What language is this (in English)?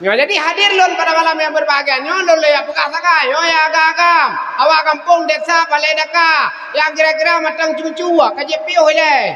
Achinese